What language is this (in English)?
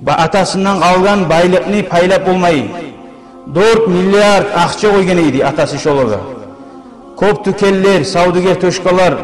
Kumyk